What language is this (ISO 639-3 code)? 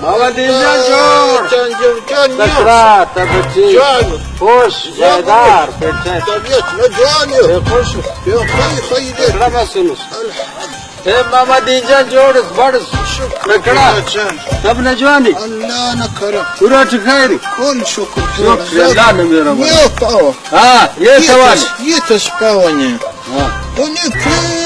brh